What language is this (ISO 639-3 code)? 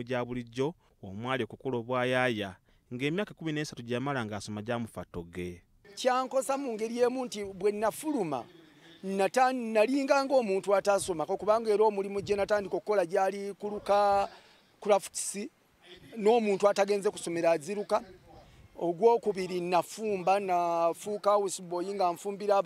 lug